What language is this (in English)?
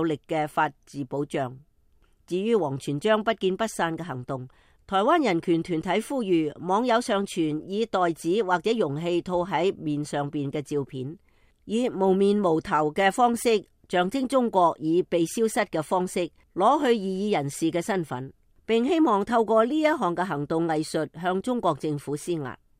Cantonese